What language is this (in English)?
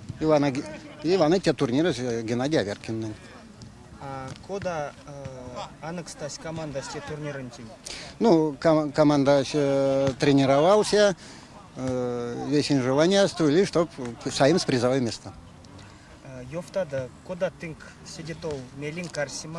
Erzya